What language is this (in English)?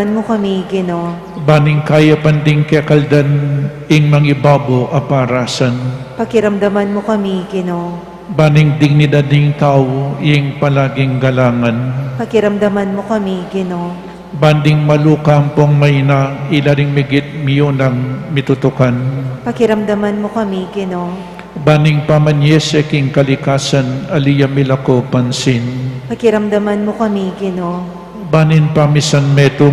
Pampanga